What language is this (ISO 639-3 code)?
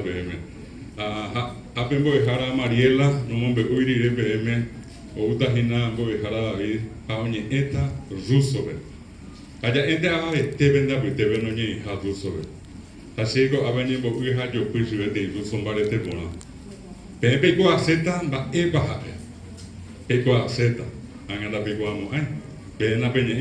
grn